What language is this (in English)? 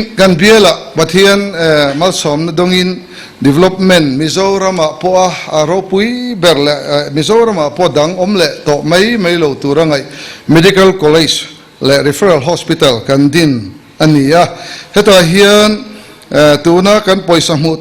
Mizo